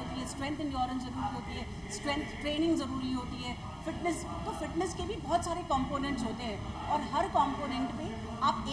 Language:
Hindi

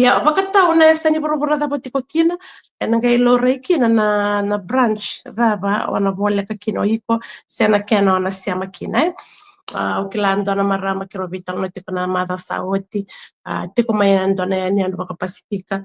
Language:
Fijian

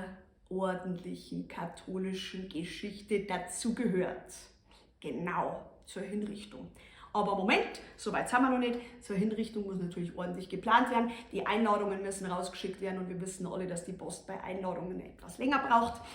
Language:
Bavarian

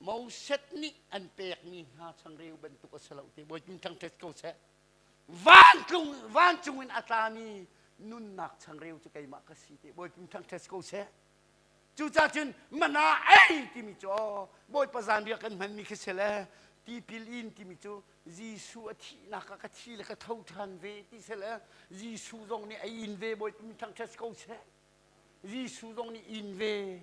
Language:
Hakha Chin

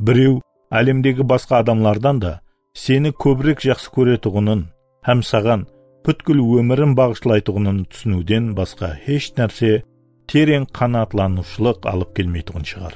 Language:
Kara-Kalpak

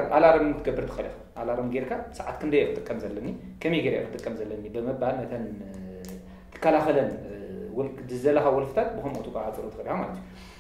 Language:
Tigrinya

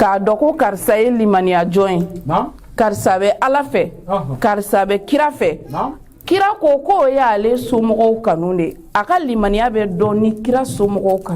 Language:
Bambara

